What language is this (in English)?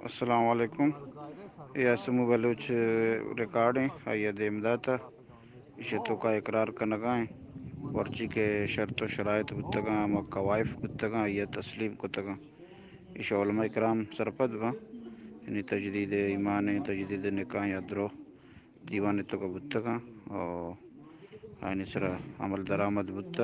Baluchi